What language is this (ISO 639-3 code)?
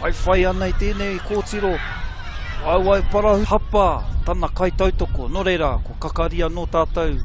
mri